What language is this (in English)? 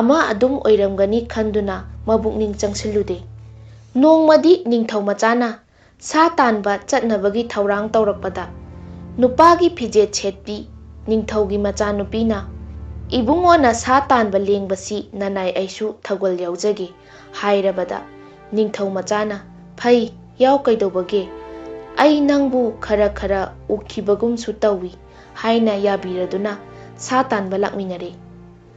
Manipuri